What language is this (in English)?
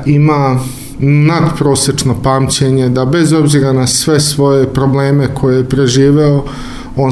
Serbian